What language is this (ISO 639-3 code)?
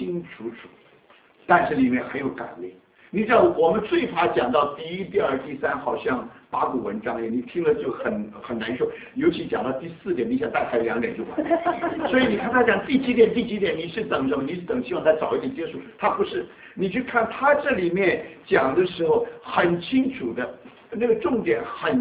zho